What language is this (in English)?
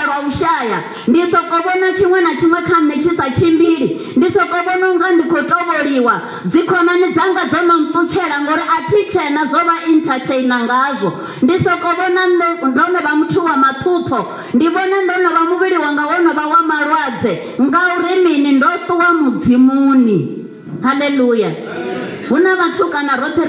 Venda